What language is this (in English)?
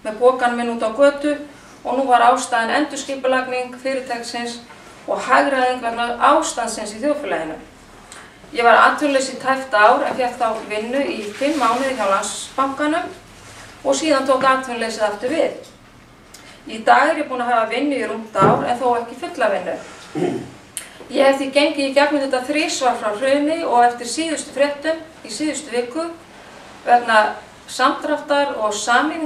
Icelandic